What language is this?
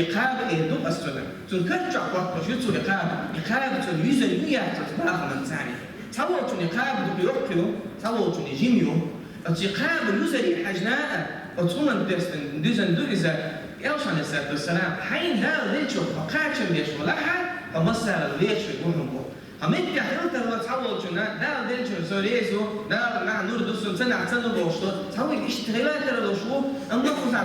Chechen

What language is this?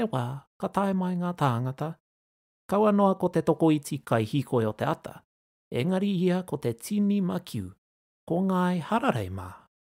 Māori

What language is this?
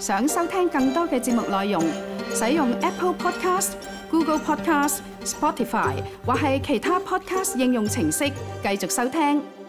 Cantonese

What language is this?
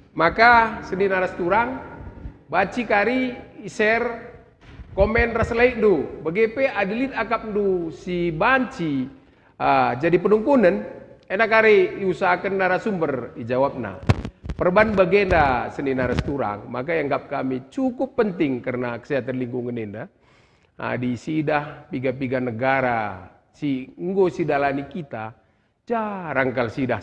Batak Karo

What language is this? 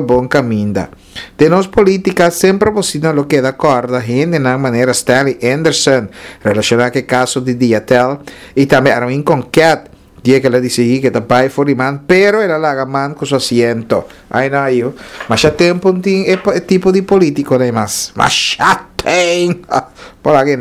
Papiamento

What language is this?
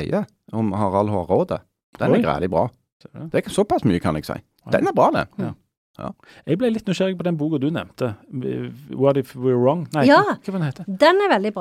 Norwegian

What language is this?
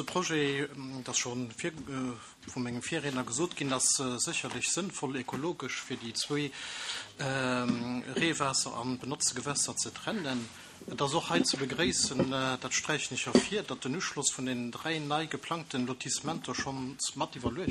Luxembourgish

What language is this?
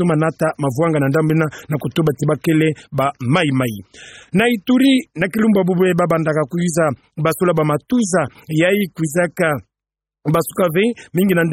Kituba (Democratic Republic of Congo)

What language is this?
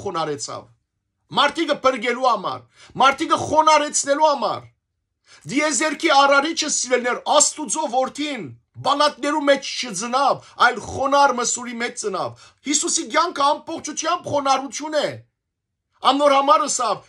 Western Armenian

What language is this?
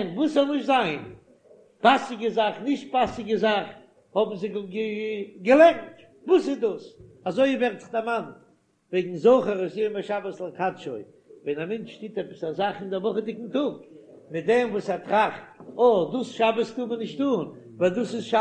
Yiddish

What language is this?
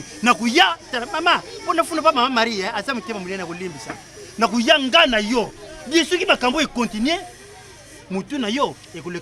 Lingala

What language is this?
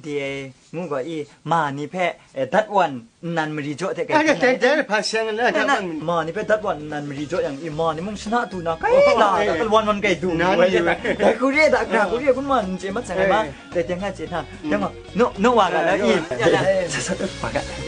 Kachin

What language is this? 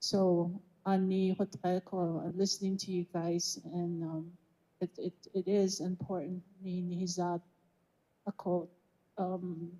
Navajo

